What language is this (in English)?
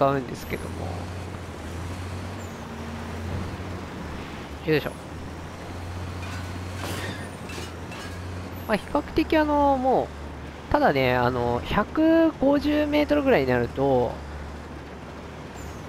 Japanese